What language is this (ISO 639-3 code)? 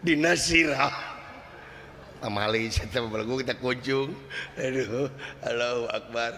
sun